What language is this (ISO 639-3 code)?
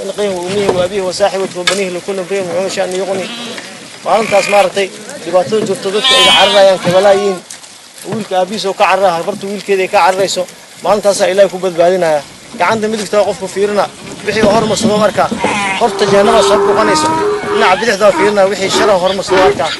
som